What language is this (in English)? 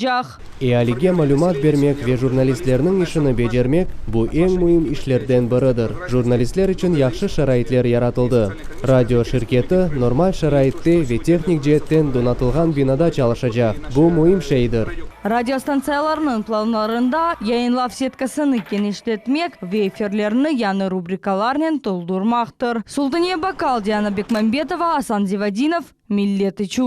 Crimean Tatar